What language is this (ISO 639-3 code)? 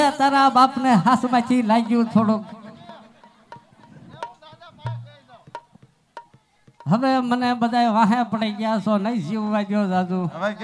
guj